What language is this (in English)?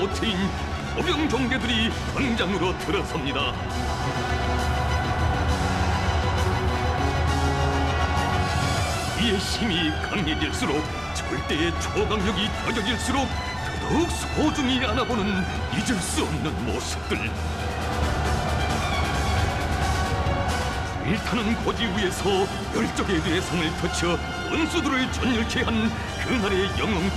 Korean